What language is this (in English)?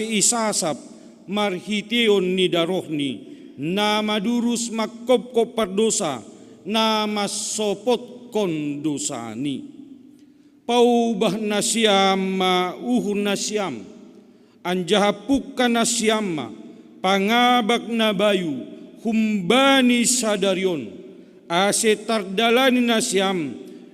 Batak Simalungun